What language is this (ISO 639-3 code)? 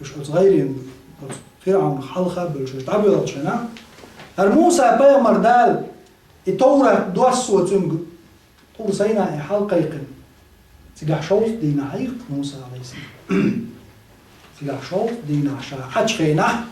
che